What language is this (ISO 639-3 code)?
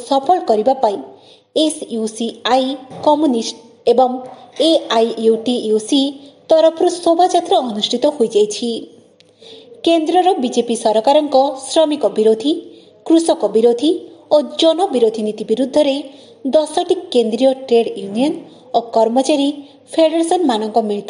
ori